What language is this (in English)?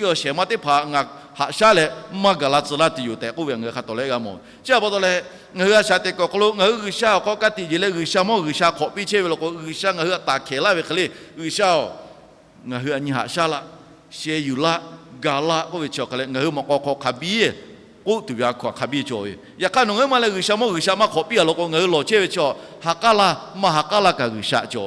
Lahu